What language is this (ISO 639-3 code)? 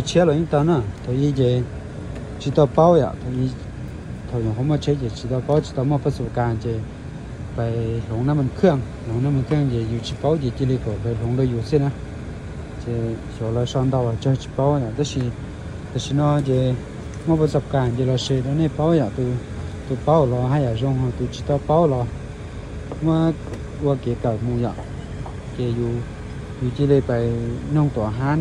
hmn